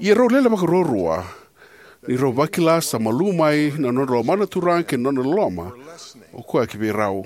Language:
Fijian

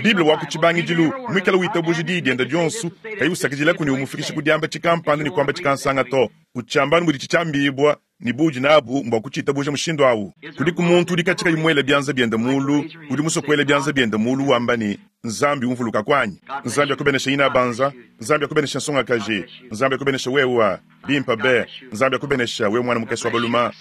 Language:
Luba-Lulua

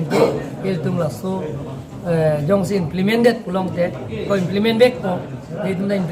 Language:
Karbi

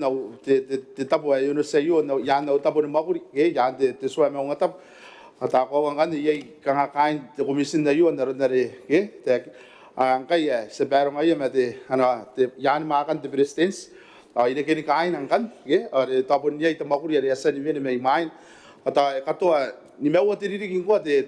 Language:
Gilbertese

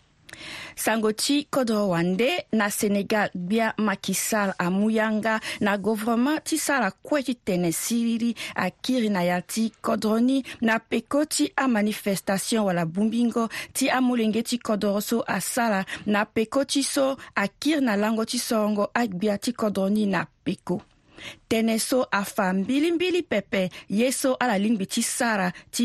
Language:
Sango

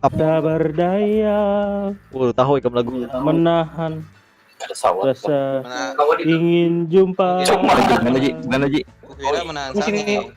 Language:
Banjar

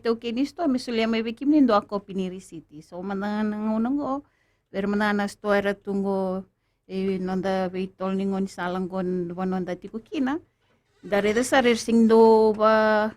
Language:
Fijian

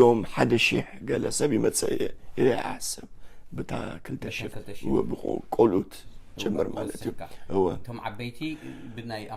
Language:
Tigrinya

